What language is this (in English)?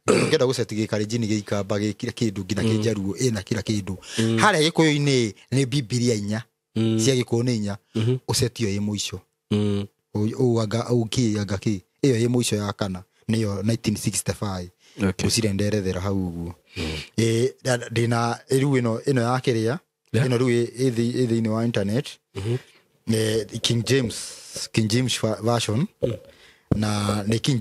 Kikuyu